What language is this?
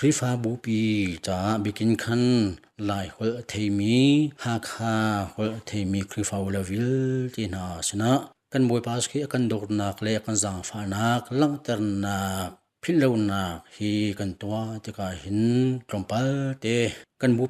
Hakha Chin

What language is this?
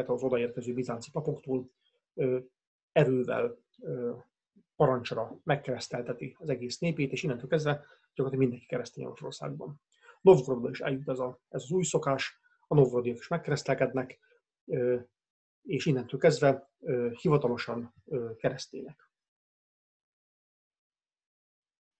Hungarian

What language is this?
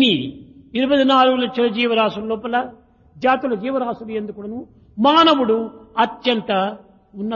Telugu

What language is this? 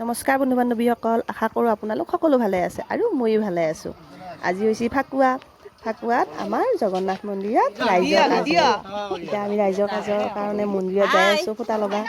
Assamese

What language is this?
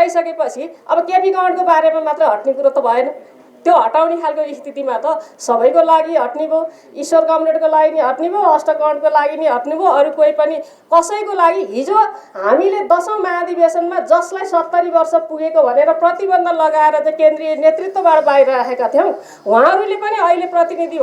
Nepali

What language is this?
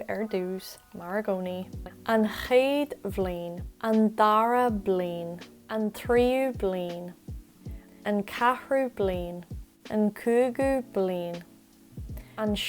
Irish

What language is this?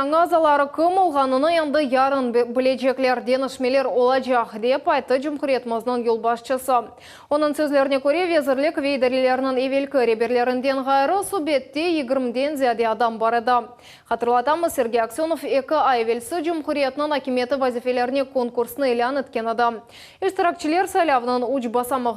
Crimean Tatar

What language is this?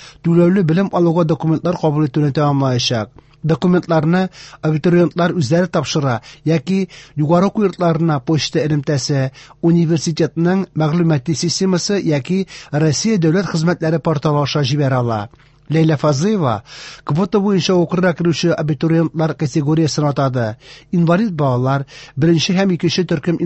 Tatar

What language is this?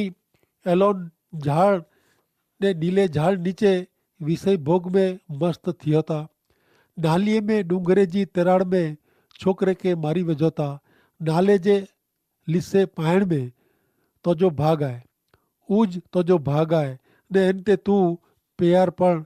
Kachhi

